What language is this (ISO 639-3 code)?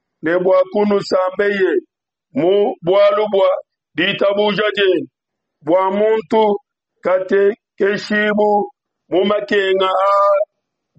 lua